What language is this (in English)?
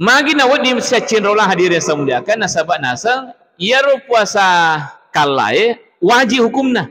Buginese